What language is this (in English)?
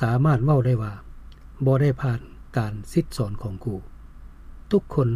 Lao